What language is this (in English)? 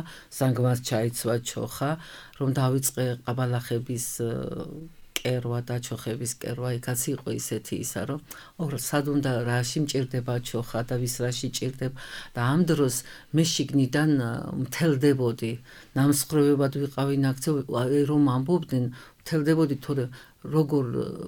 Georgian